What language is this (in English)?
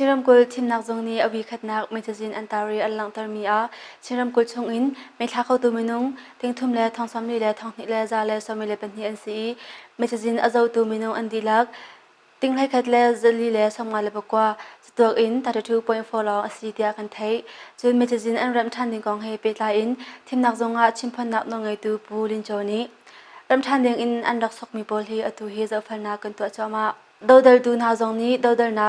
Hakha Chin